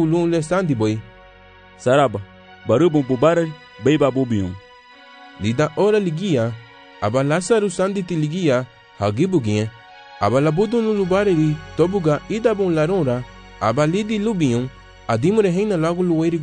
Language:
Garifuna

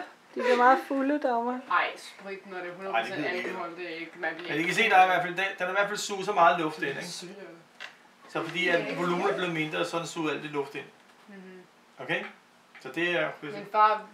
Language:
Danish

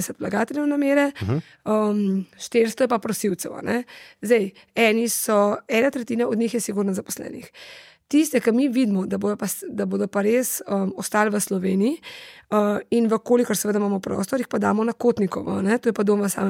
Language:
Slovenian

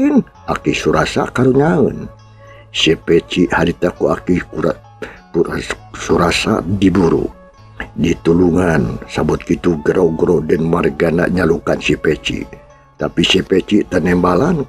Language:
Sundanese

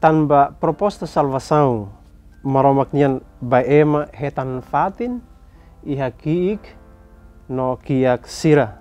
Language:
Tetum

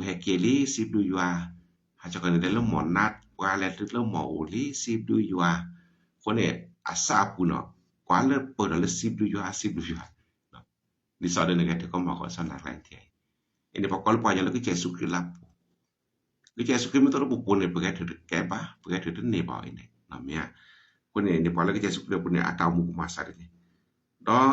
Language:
S'gaw Karen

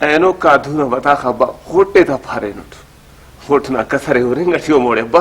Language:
Brahui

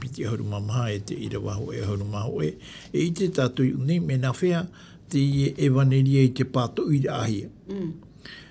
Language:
Tahitian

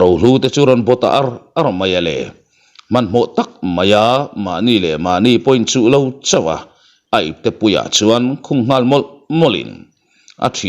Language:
Mizo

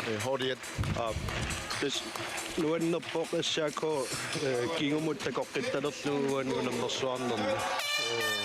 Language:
Kalaallisut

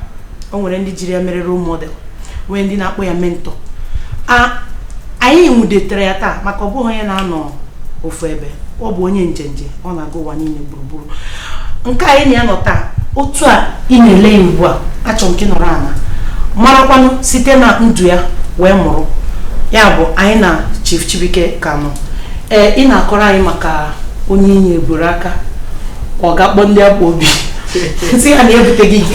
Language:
Igbo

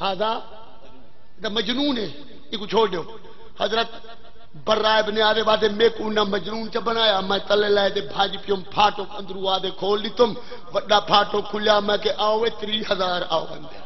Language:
Saraiki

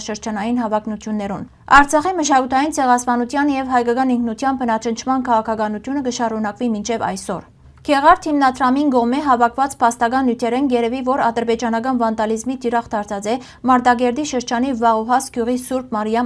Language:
Western Armenian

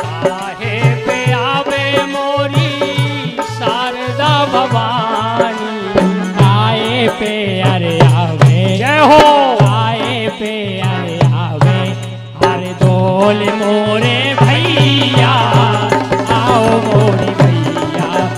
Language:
Bundeli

